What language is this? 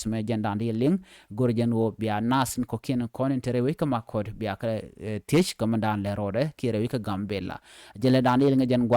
Nuer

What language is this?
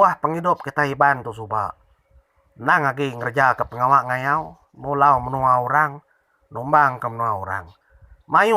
Iban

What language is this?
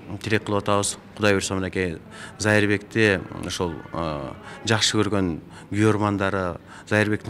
Kyrgyz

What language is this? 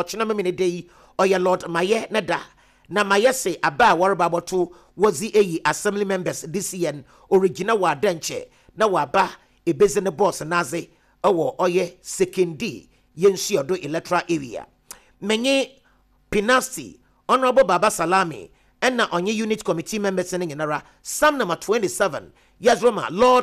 Akan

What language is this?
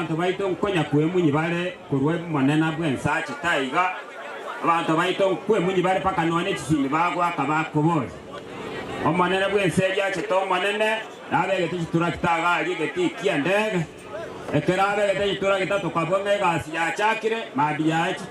Gusii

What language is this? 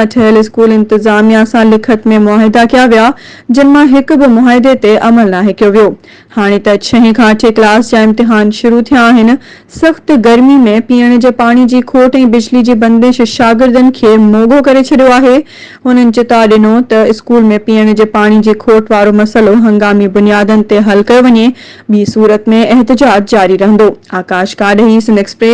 Sindhi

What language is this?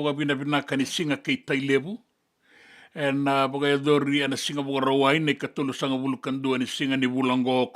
Fijian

